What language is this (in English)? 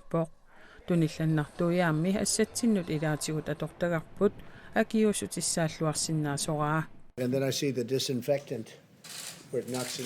Kalaallisut